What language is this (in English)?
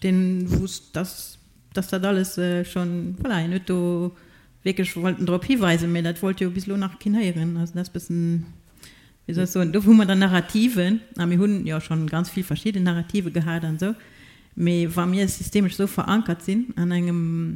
Luxembourgish